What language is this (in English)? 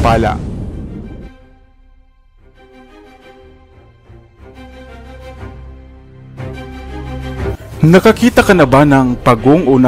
Filipino